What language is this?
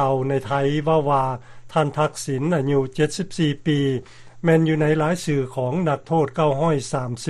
Lao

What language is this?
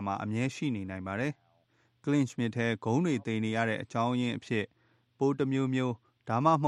Burmese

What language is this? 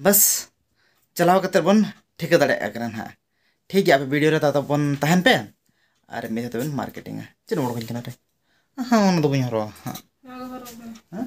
Santali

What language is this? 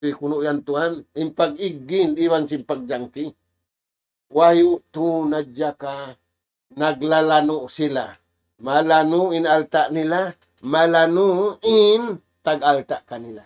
Tausug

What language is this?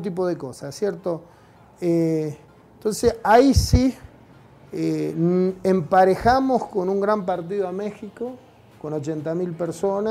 Spanish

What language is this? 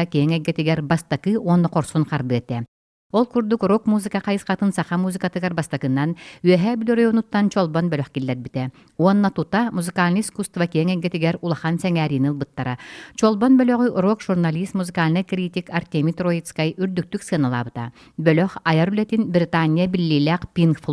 Yakut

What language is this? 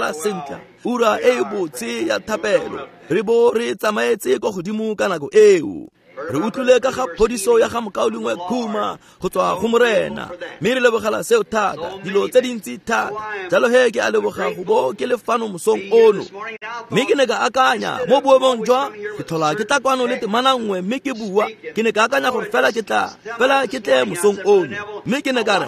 Tswana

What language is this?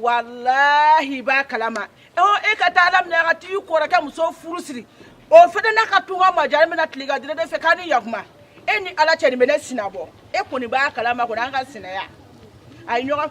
Bambara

